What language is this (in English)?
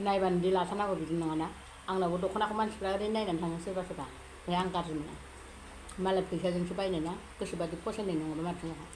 Bodo